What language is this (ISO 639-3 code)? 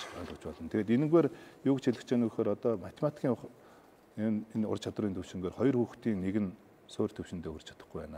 mon